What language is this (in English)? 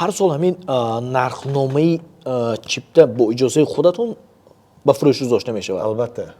Tajik